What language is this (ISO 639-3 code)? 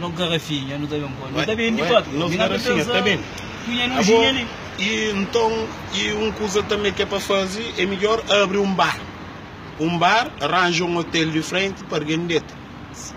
kea